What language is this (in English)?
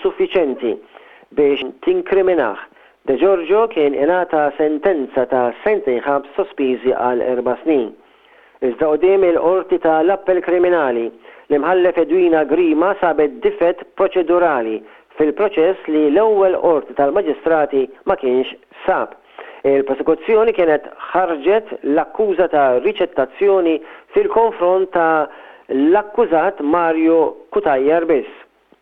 Maltese